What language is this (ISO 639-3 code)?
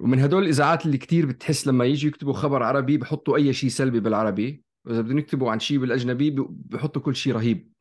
apc